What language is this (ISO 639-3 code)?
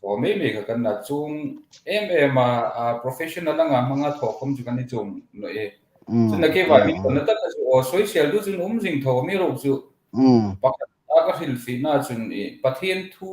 hmr